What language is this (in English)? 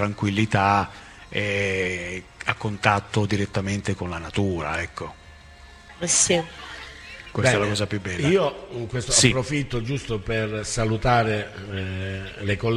Italian